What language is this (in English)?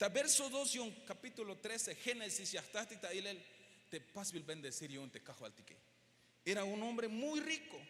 Tzeltal